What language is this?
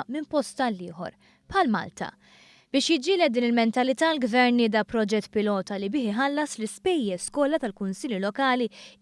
Maltese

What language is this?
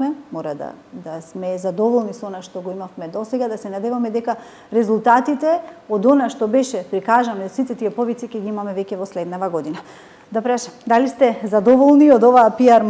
Macedonian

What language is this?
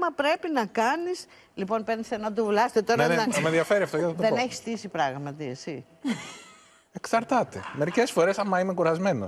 Greek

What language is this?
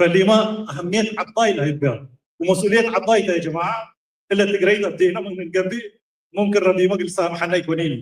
Tigre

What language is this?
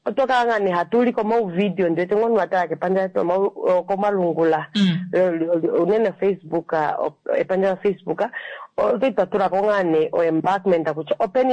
Kuanyama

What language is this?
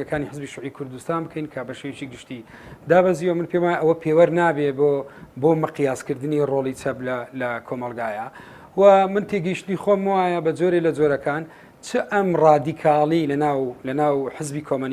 Central Kurdish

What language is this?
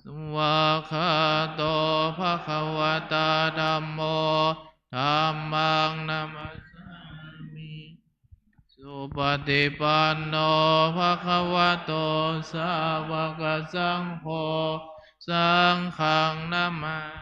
Pali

